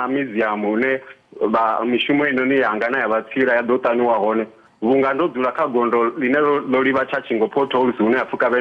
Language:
Venda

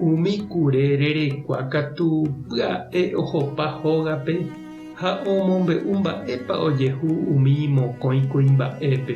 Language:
Guarani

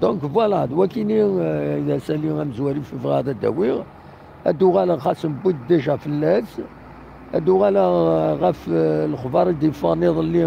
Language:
Kabyle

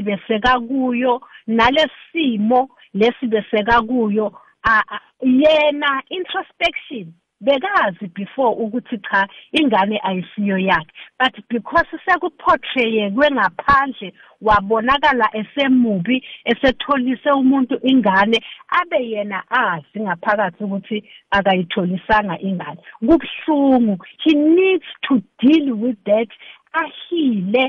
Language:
South Ndebele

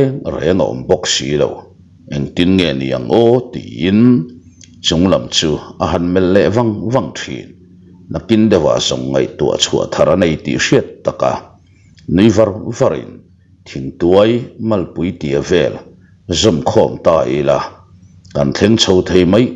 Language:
Mizo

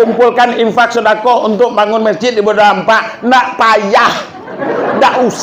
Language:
Minangkabau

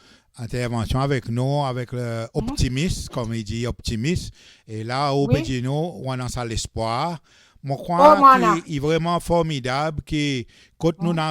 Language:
Seselwa Creole French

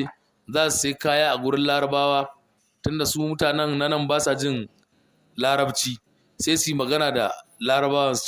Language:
Hausa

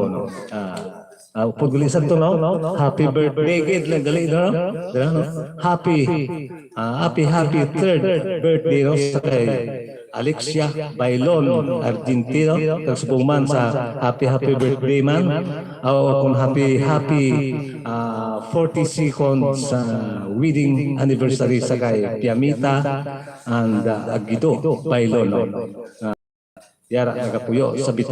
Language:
Hiligaynon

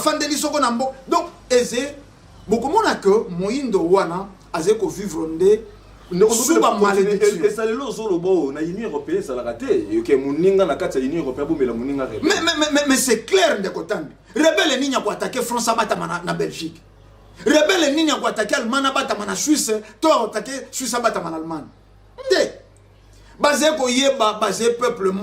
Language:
Lingala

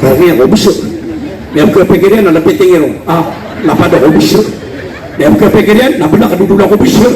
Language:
Maranao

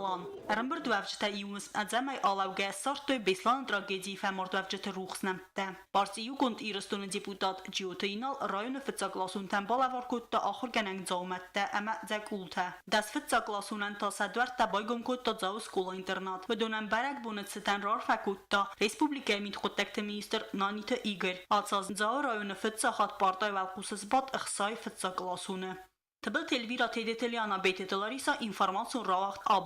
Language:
Ossetic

